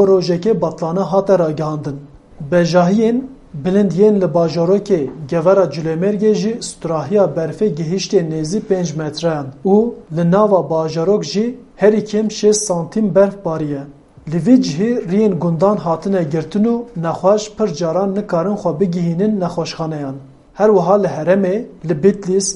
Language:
Kurdish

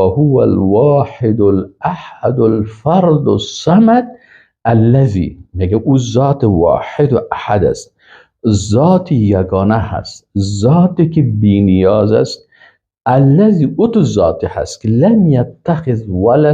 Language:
Persian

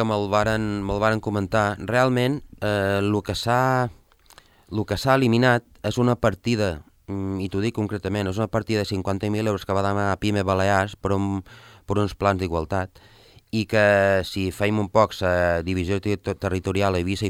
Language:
Catalan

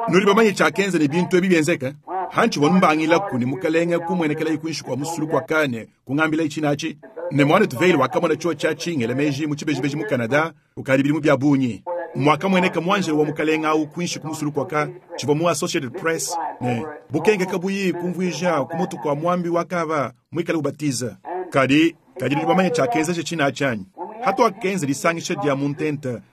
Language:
Luba-Lulua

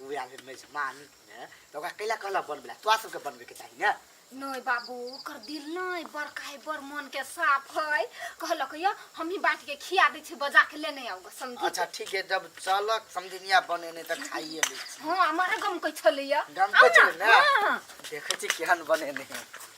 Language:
Maithili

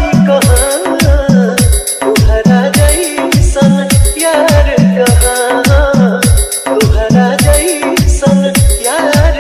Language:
Bhojpuri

